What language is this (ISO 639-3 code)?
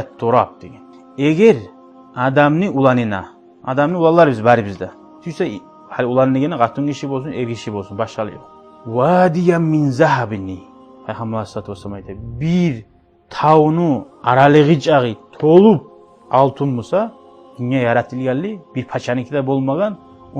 kum